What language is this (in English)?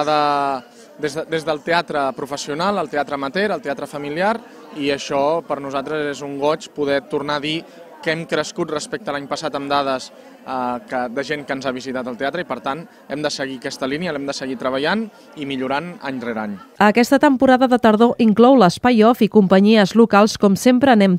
Catalan